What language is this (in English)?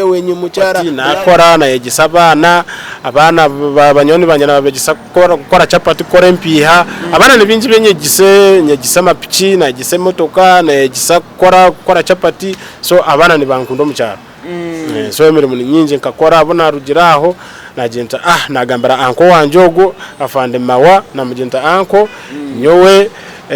Nyankole